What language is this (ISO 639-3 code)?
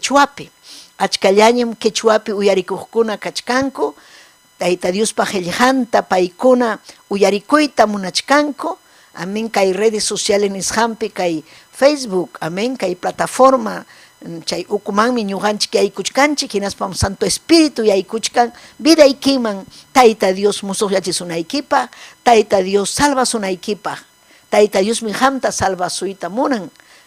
quy